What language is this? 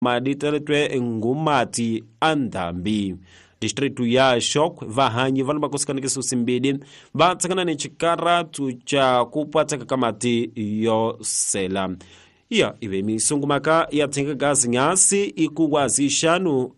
Tsonga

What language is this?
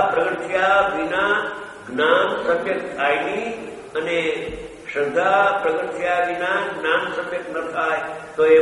Gujarati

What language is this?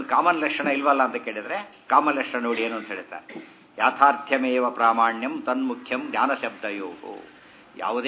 Kannada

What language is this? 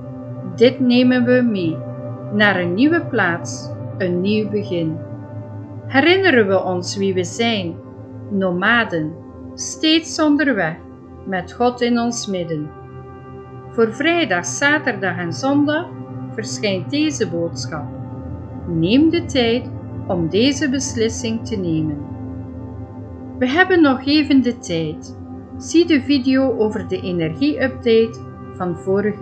Dutch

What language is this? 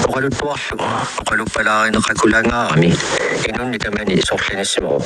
Kalaallisut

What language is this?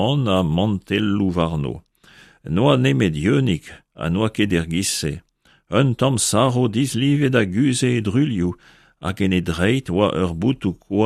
Breton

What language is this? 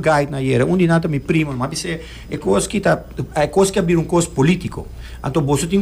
Papiamento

